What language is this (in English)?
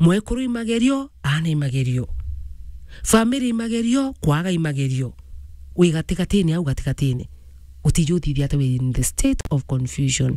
Meru